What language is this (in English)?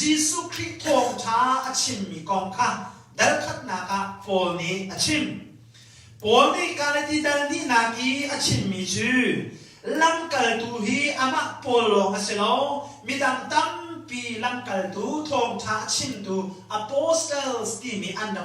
Hakha Chin